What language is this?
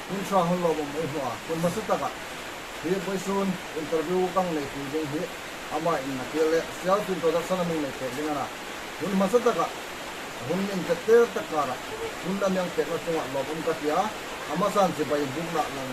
Hmar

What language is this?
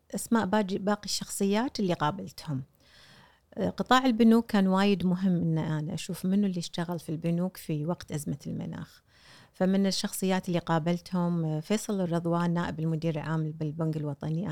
Gulf Arabic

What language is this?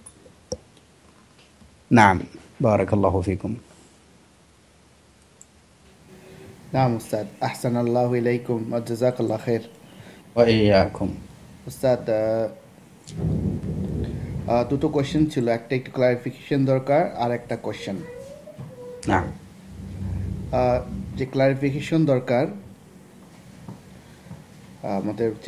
Bangla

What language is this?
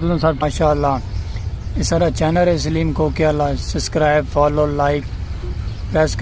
Saraiki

